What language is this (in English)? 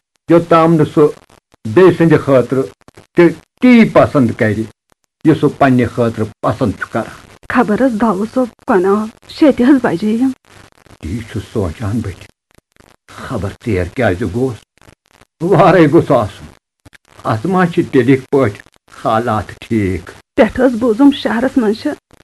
Kashmiri